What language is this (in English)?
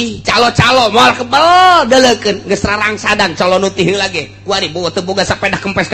Sundanese